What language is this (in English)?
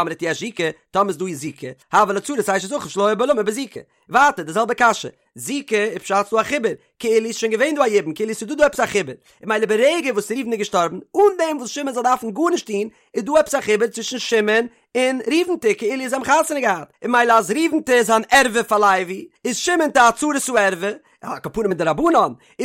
Yiddish